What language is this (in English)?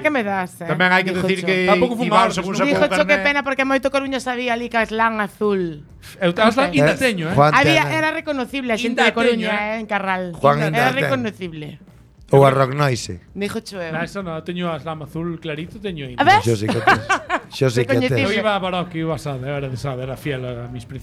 Galician